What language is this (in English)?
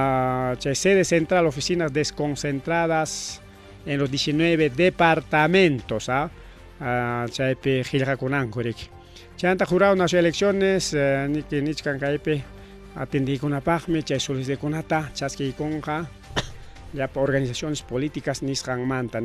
Ayacucho Quechua